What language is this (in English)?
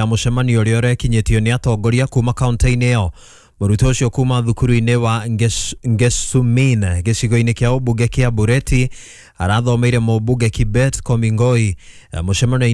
Kikuyu